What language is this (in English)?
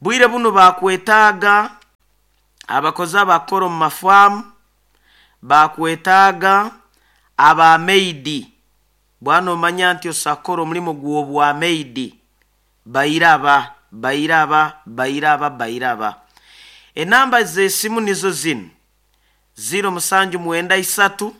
Nyoro